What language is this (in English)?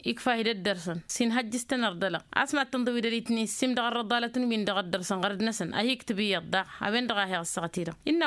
Tamasheq